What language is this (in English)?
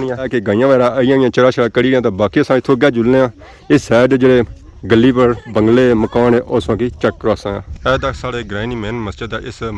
Pahari-Potwari